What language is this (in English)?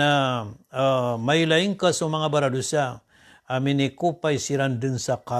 Maranao